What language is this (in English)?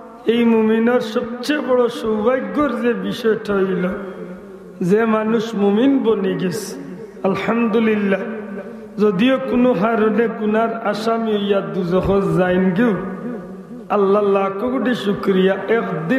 Sylheti